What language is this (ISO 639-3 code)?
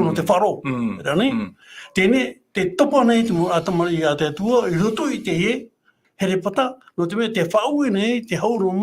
tah